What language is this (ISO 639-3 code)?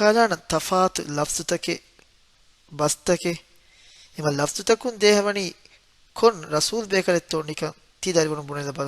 div